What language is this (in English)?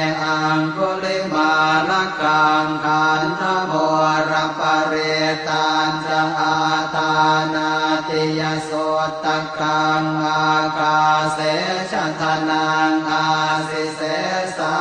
Pali